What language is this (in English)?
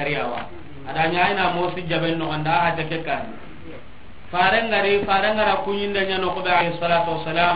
Soninke